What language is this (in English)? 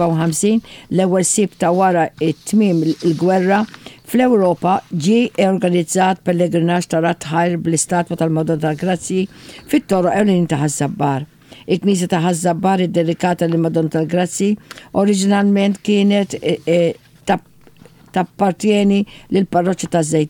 Maltese